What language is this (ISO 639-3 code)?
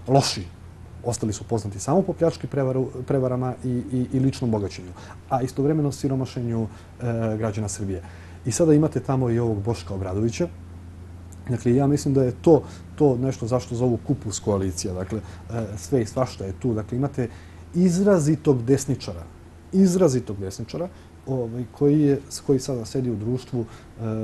srp